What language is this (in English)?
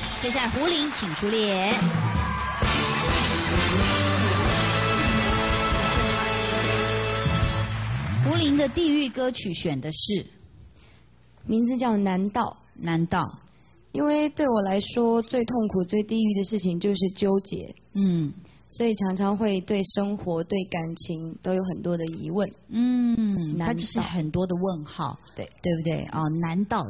Chinese